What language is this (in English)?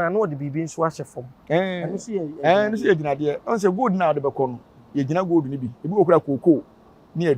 Akan